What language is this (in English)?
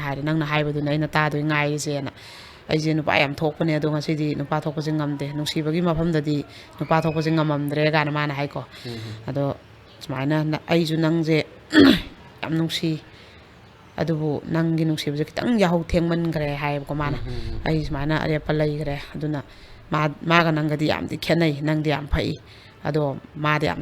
Manipuri